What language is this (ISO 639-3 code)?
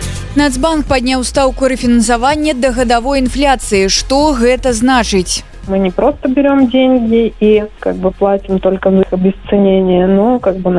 bel